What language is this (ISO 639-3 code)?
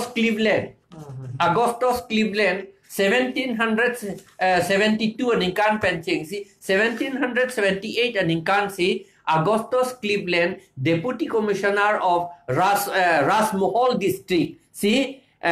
mjw